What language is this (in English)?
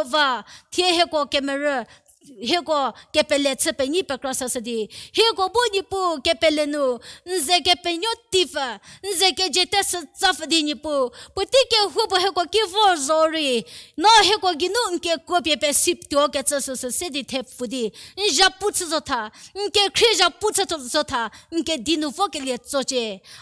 Angami Naga